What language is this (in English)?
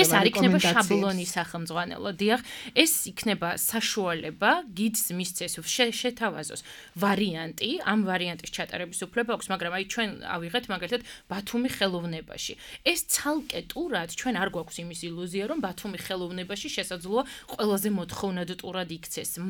Georgian